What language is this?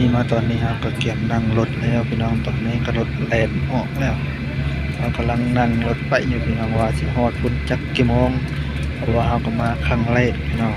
Northeastern Thai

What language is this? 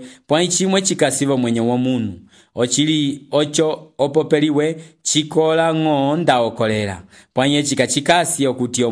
Umbundu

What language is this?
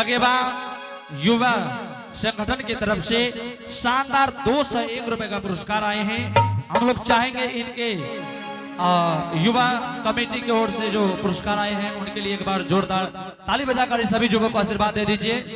Angika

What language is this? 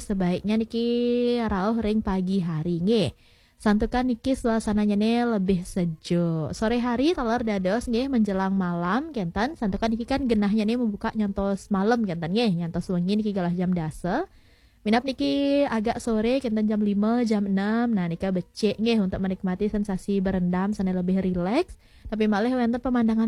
Balinese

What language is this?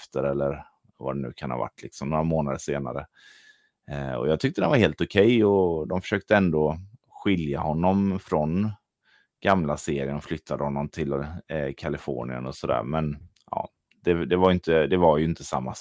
Swedish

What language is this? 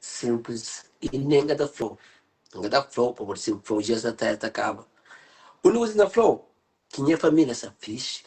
Kabuverdianu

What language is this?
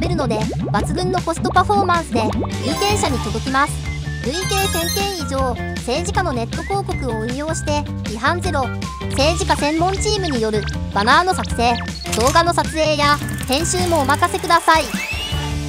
Japanese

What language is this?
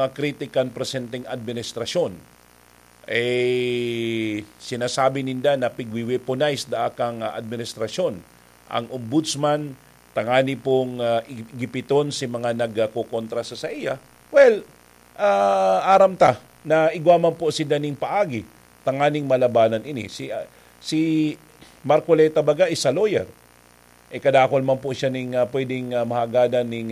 Bikol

